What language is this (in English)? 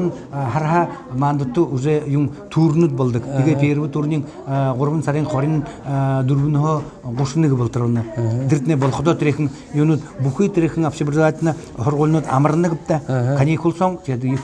Buriat